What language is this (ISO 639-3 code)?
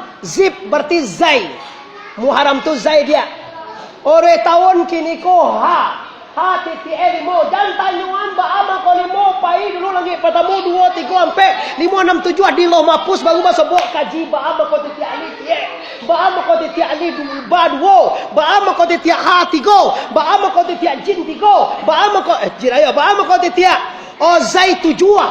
min